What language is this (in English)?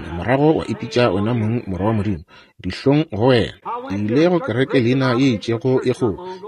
Northern Sotho